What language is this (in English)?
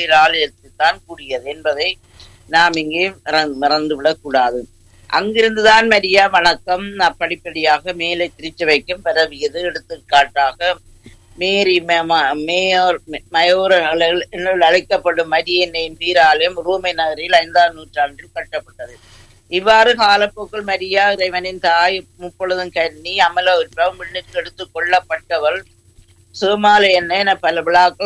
Tamil